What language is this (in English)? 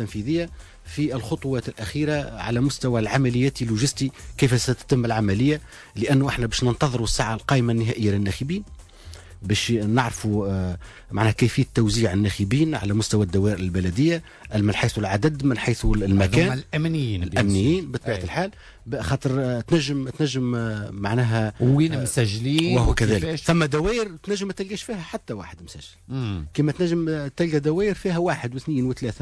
Tunisian Arabic